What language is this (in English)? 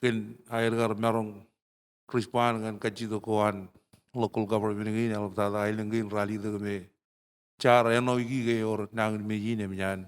Marshallese